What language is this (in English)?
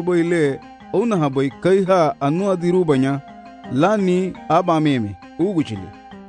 Garifuna